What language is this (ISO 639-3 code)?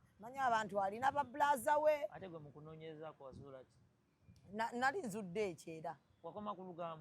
lug